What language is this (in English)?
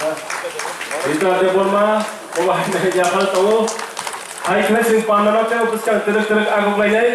Kok Borok